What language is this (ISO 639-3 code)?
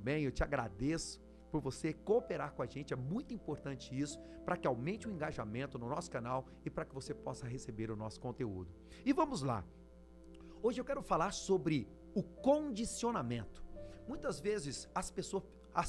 por